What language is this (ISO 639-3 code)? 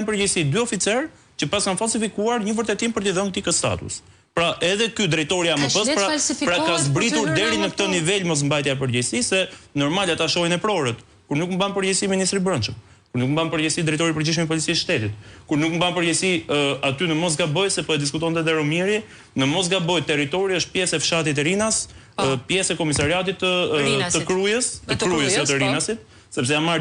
sqi